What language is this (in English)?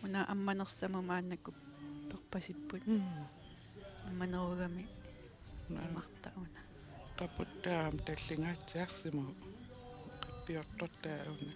Kalaallisut